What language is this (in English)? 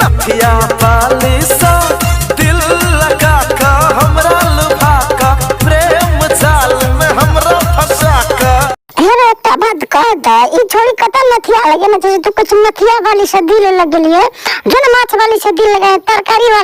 Maithili